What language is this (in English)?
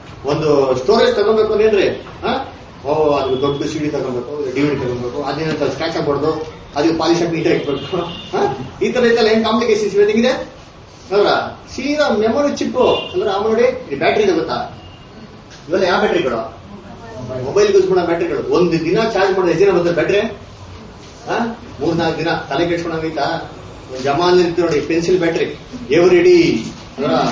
Kannada